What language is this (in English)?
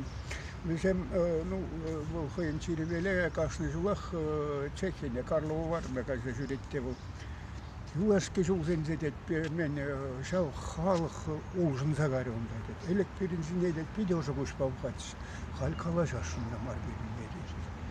Chuvash